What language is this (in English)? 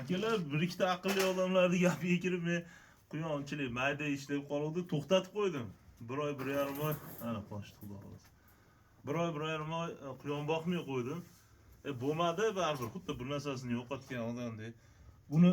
Uzbek